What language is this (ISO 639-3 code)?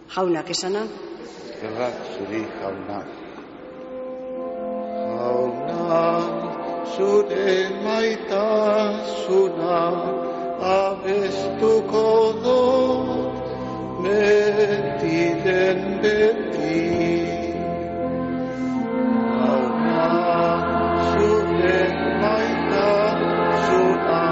eus